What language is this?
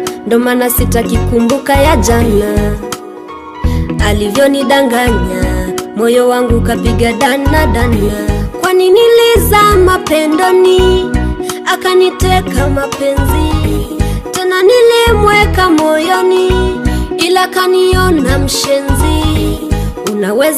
Swahili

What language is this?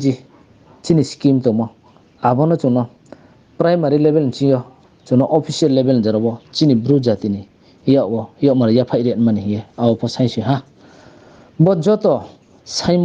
Riang (India)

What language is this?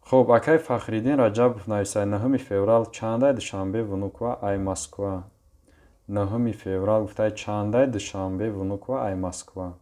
Tajik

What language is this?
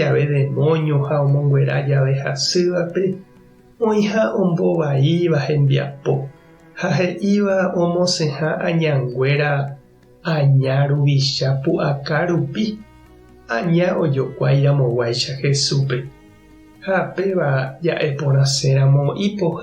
Guarani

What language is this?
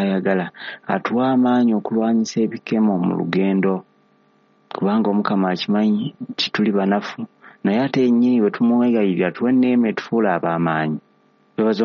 Ganda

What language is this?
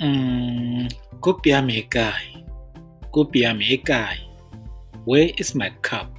Tswana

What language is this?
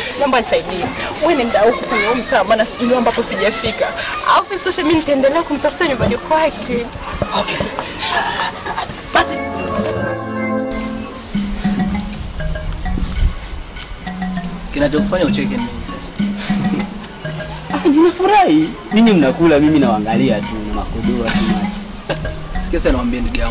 Swahili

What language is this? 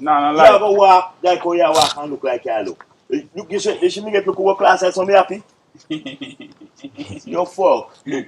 Jamaican Creole English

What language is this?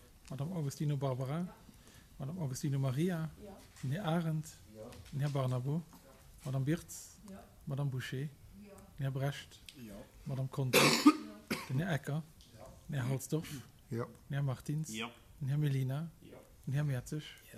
Luxembourgish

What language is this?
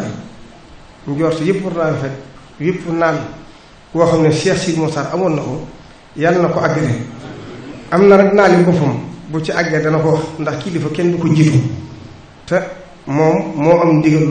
Wolof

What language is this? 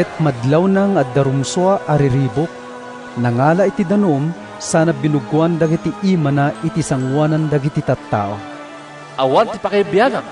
Iloko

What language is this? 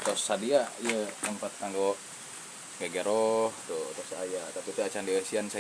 Sundanese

